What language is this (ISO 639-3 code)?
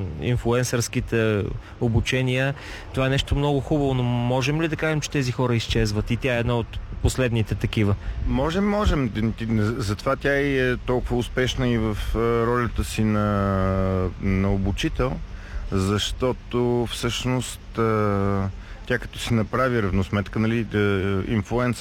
bul